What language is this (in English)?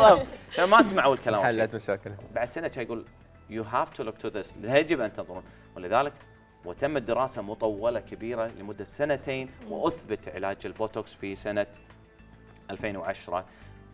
Arabic